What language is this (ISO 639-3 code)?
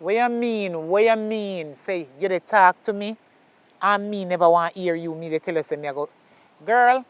jam